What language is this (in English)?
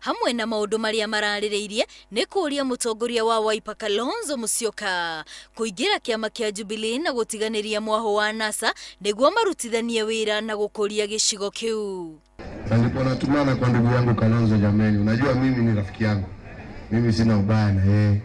Kikuyu